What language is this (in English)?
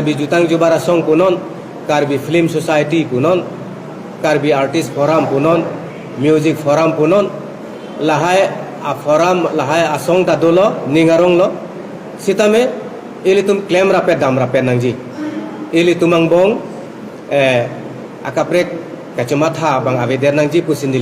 Karbi